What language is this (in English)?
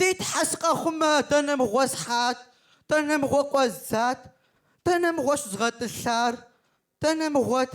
Kabardian